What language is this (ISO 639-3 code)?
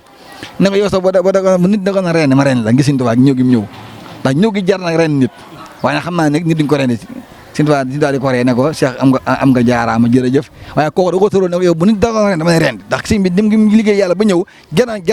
wol